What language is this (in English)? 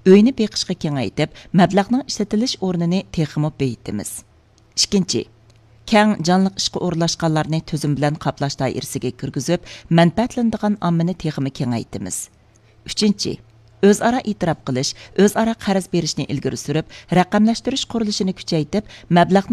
Uyghur